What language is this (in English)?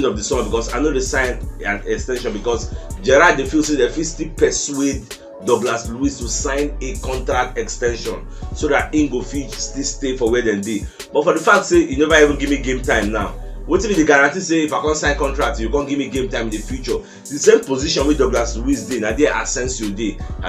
Nigerian Pidgin